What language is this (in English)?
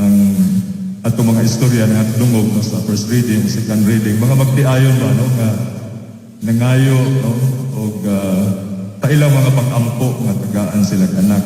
Cebuano